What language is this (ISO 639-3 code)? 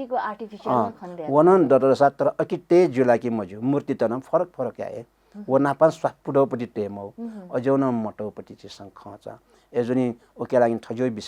new